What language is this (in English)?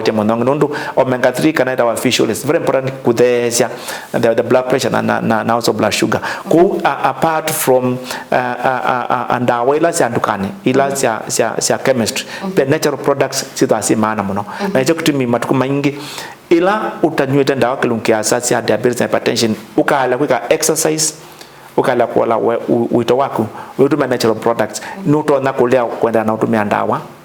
Kamba